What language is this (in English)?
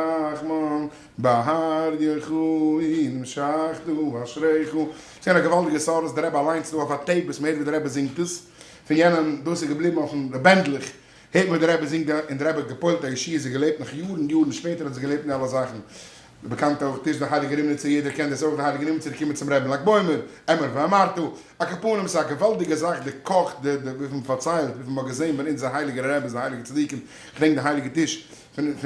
Yiddish